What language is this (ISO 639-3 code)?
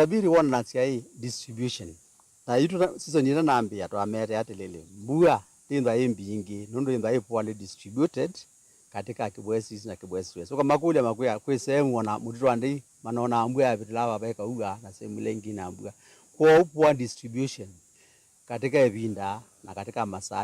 kam